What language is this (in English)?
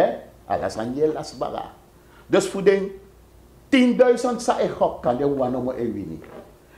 Sranan Tongo